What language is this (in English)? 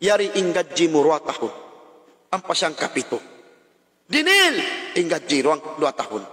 Tausug